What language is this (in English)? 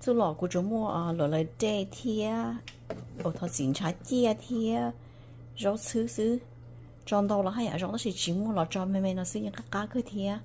Hmong